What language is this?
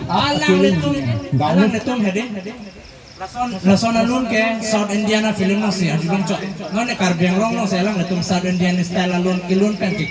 Karbi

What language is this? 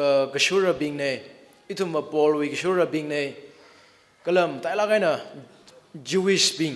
Tangkhul Naga (India)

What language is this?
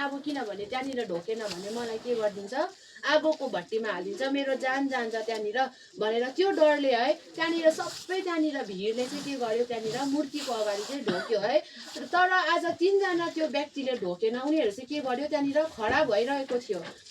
Nepali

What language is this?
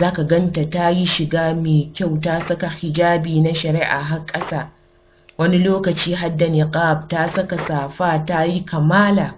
Hausa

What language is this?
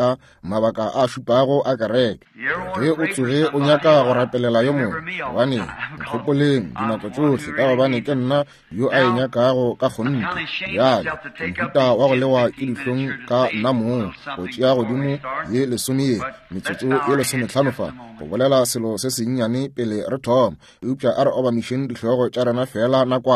Northern Sotho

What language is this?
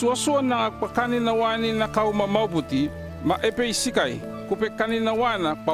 North Efate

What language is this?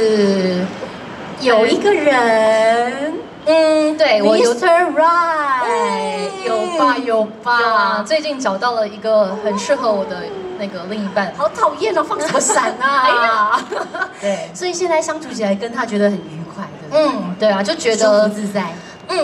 Chinese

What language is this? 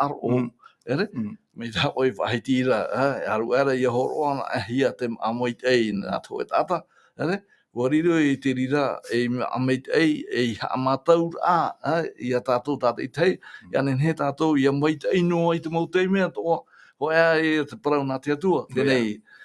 Tahitian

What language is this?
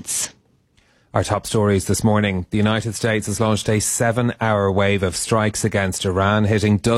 English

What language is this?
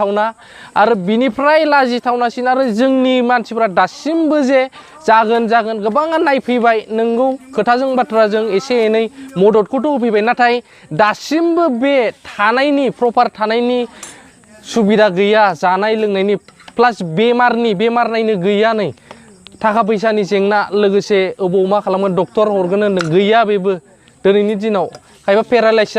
Bodo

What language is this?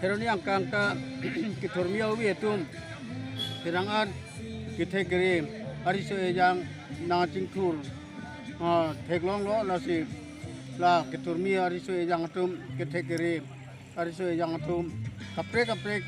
Karbi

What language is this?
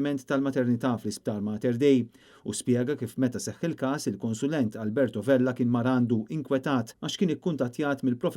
Maltese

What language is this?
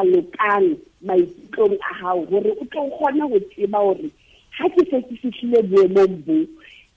Southern Sotho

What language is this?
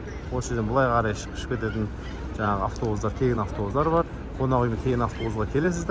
Kazakh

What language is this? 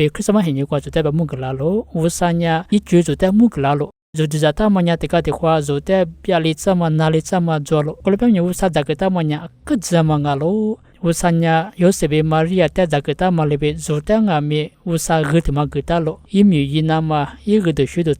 Lisu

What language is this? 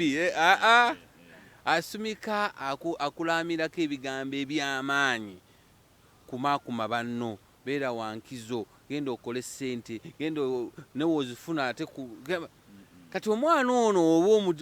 Ganda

